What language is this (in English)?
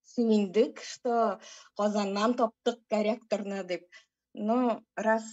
Tatar